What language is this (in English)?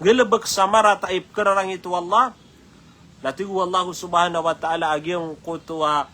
Maranao